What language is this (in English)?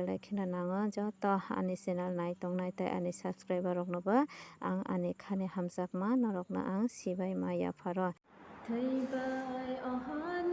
Kok Borok